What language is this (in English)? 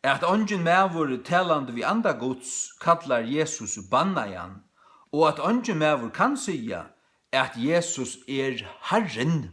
Faroese